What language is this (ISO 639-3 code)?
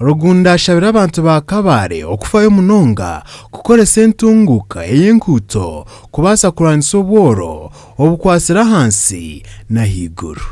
nyn